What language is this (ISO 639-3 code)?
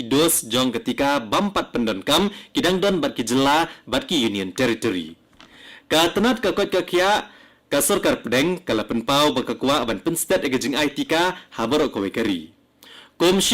kha